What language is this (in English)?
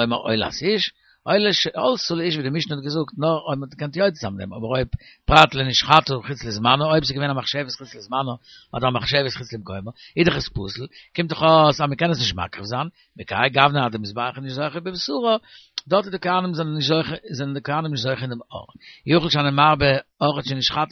Yiddish